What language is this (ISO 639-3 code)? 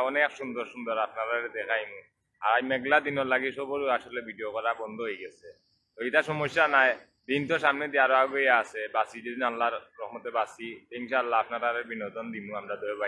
syl